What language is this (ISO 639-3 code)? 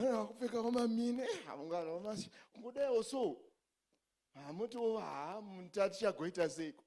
sna